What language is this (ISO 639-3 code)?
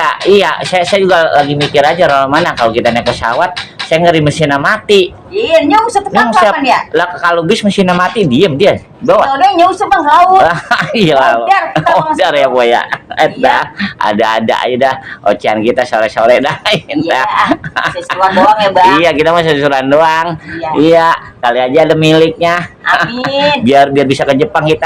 bew